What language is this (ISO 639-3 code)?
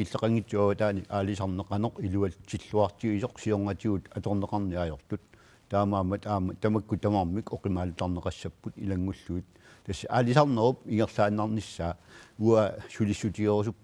kal